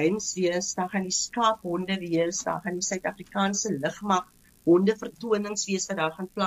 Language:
Afrikaans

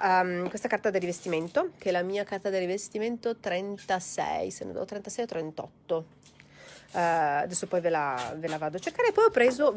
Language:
Italian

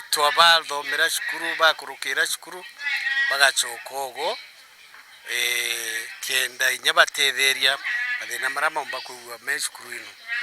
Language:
Meru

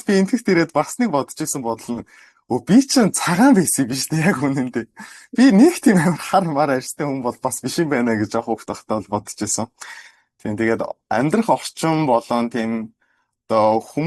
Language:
Mongolian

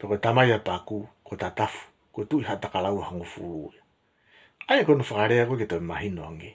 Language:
Tongan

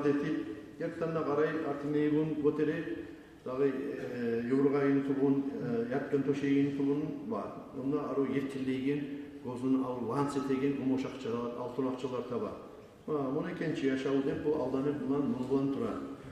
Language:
Kumyk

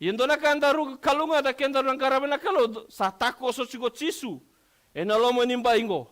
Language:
Fijian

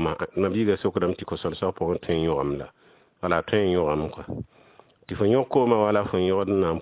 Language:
Mossi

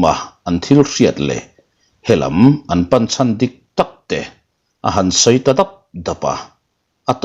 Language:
Mizo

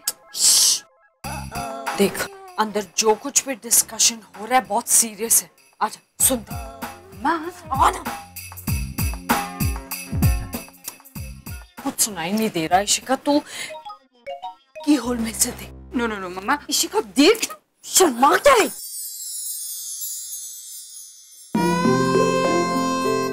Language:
Hindi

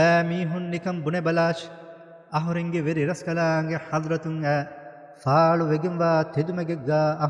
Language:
Divehi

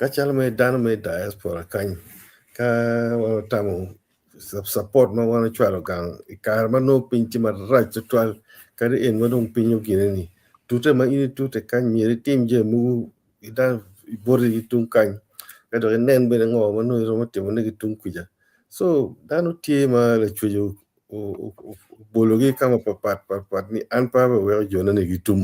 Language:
Acoli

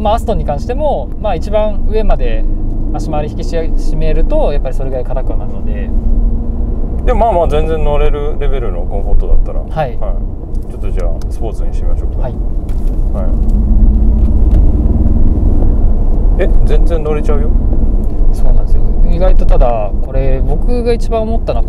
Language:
Japanese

